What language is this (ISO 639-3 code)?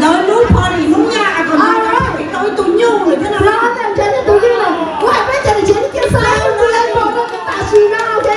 hmn